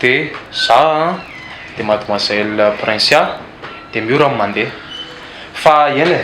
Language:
Malagasy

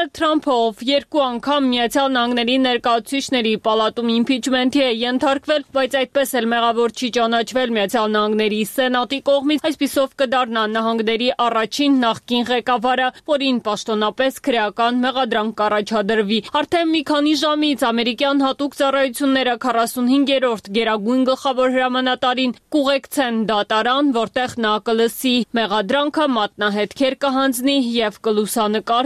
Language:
Armenian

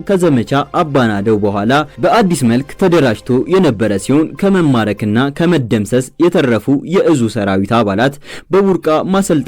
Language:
Amharic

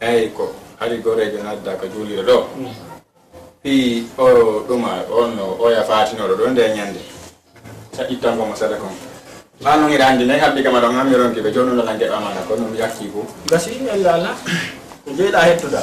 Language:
Fula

